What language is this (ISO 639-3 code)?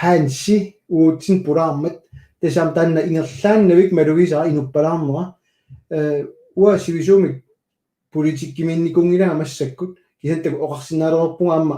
kal